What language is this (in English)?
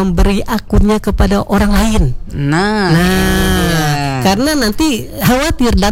Indonesian